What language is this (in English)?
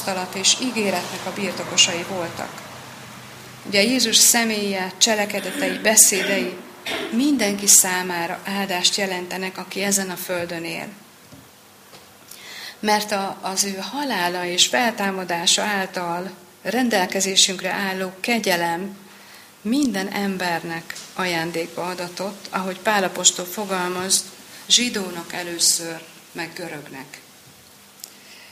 Hungarian